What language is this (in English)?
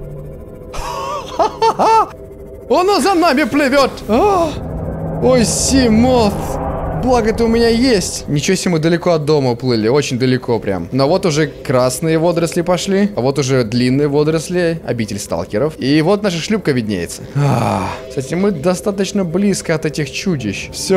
Russian